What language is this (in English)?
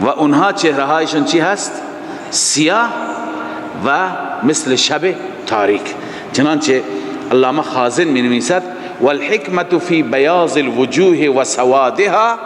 Persian